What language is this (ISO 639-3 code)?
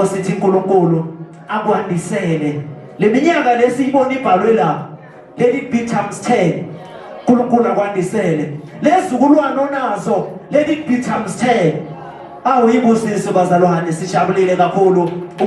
zul